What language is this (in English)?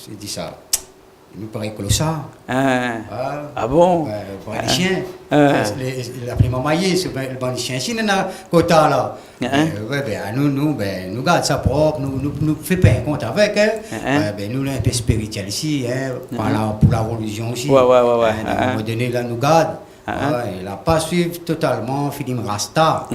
Réunion Creole French